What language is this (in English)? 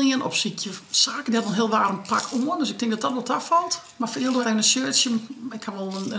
Western Frisian